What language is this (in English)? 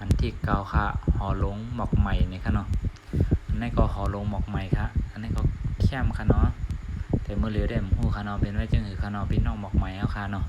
Shan